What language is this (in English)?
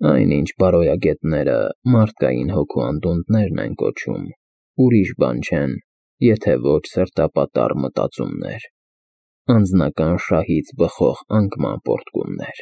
Armenian